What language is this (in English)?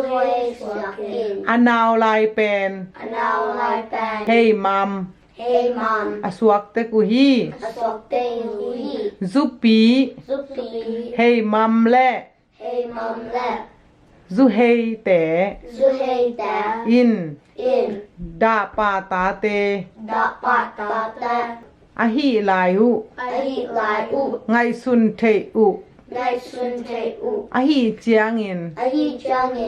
Tedim Chin